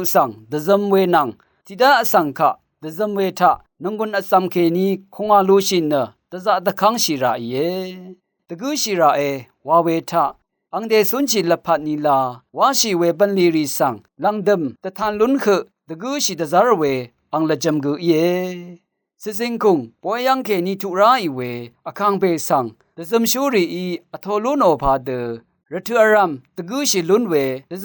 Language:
Rawang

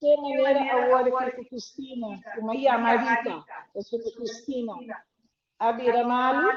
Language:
Papiamento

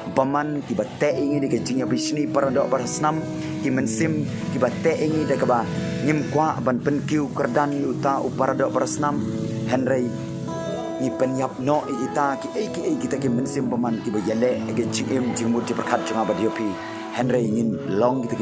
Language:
Khasi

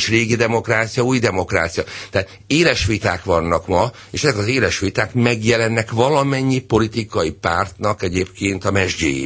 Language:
Hungarian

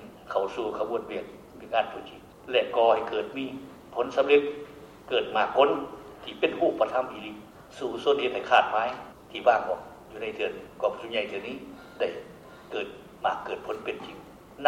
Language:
Lao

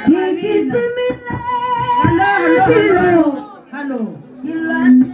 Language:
Tswana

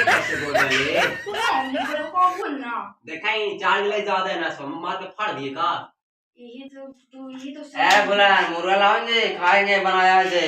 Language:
Magahi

